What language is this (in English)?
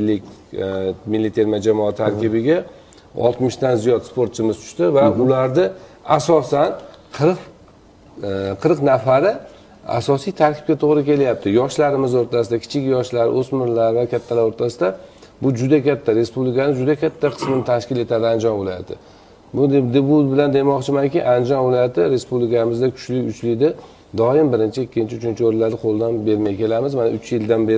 Uzbek